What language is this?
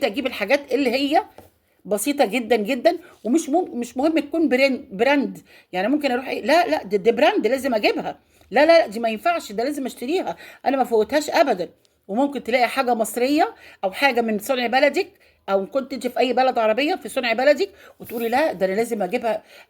Egyptian Arabic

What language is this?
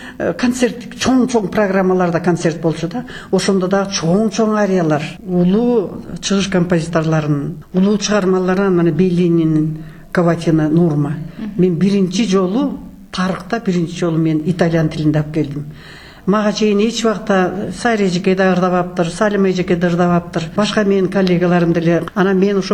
Kyrgyz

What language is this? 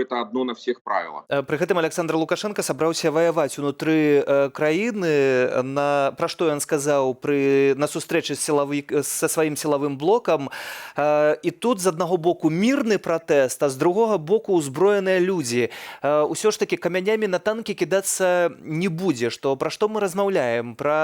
Belarusian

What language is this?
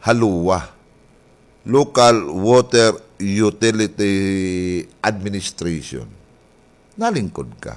Waray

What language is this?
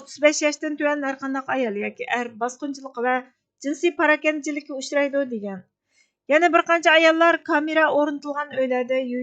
Uyghur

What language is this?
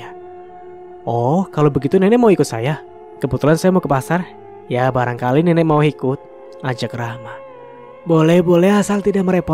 Indonesian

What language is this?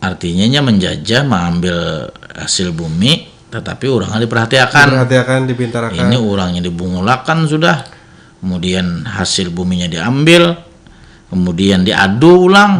Banjar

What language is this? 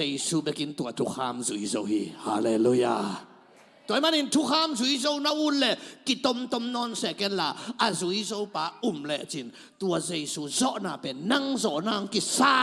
Tedim Chin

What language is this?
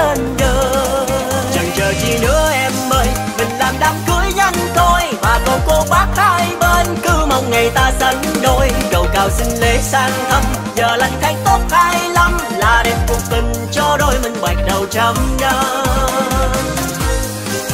Vietnamese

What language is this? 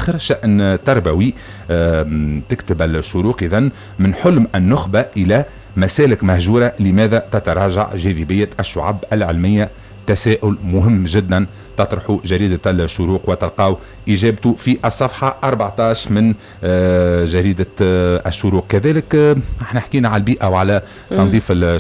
Tunisian Arabic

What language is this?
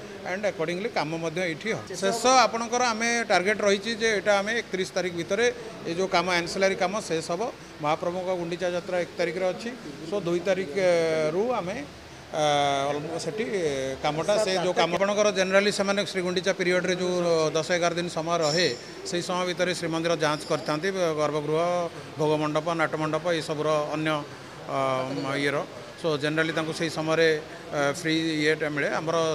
Odia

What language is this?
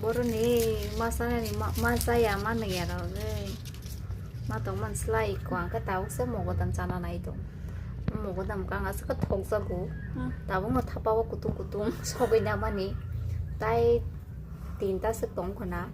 Kok Borok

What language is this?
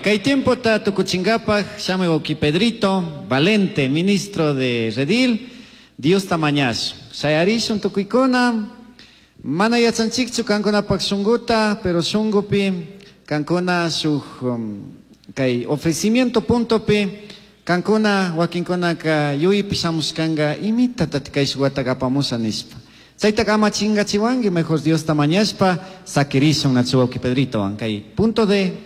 Chimborazo Highland Quichua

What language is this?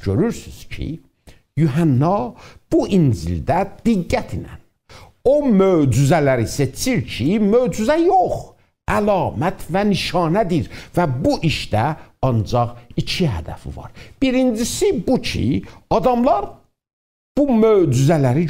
South Azerbaijani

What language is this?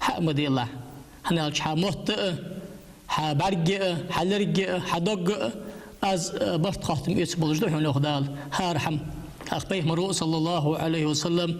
Ingush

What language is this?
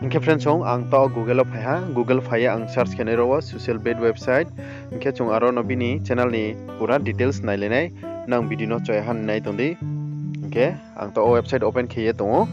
Riang (India)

